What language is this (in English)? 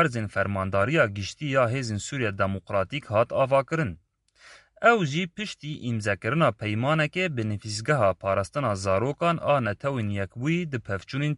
Kurdish